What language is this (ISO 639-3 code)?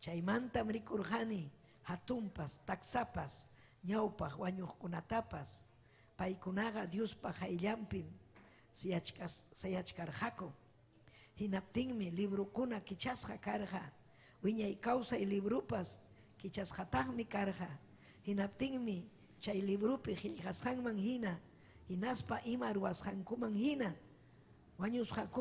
quy